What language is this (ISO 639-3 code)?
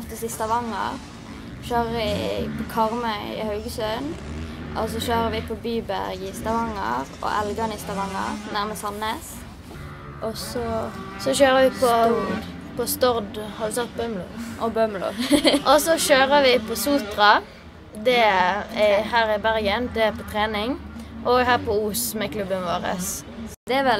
nor